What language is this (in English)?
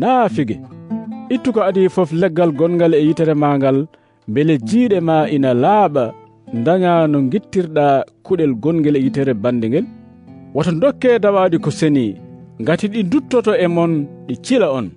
Fula